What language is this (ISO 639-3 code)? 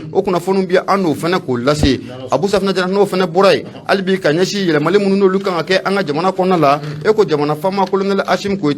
bam